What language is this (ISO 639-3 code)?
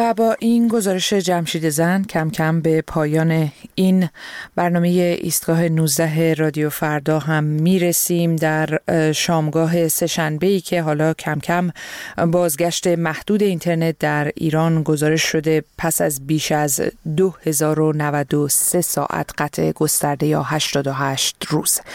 fas